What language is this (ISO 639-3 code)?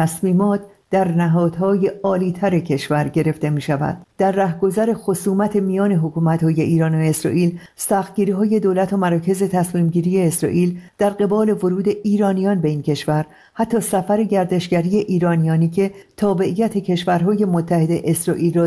fas